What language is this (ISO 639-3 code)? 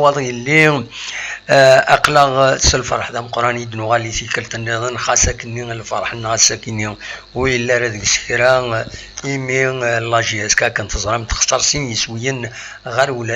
kab